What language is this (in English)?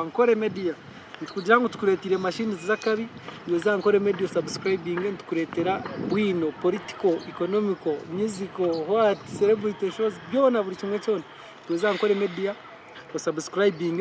Nyankole